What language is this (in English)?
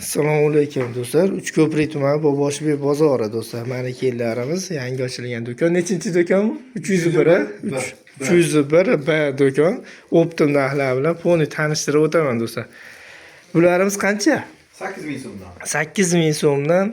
Uzbek